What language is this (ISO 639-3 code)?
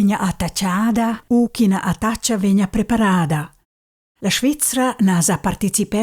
roh